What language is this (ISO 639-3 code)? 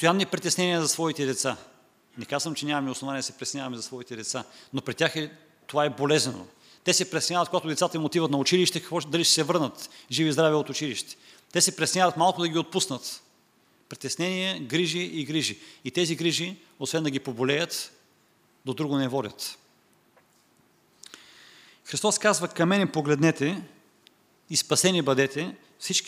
bul